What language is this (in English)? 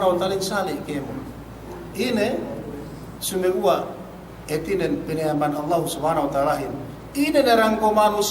Yakan